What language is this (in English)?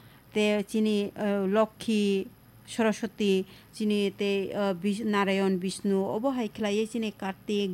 Kok Borok